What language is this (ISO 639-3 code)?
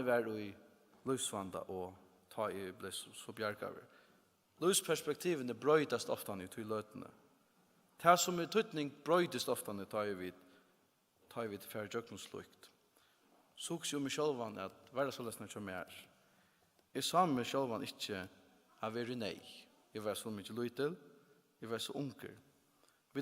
fao